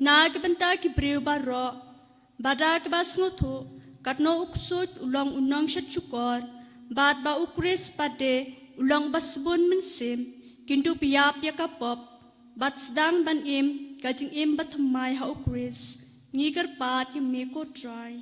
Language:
Khasi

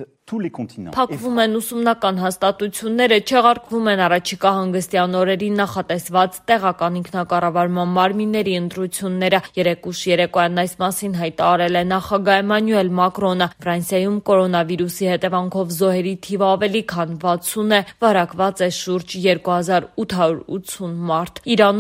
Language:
Armenian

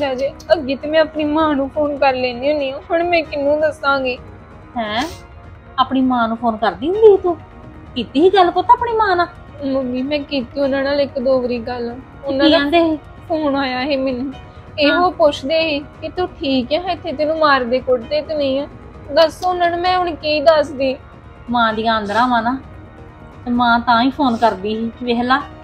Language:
Punjabi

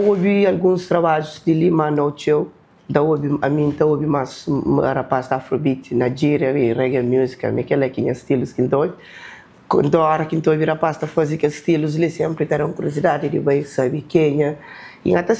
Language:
Kabuverdianu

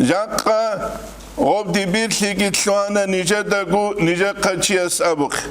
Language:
Avaric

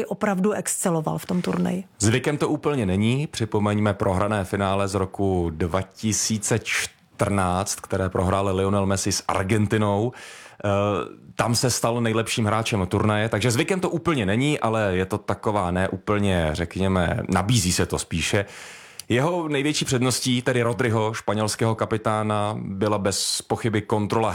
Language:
Czech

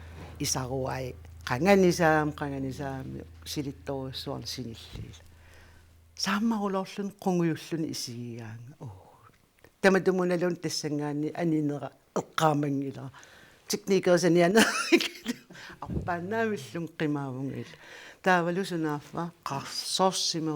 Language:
Kalaallisut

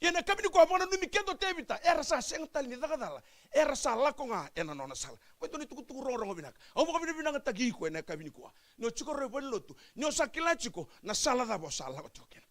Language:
Fijian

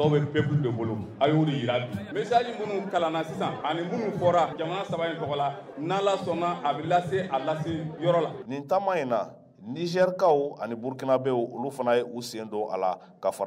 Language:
Bambara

